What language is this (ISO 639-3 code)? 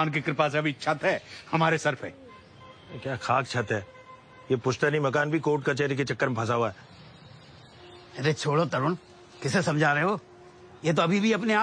hin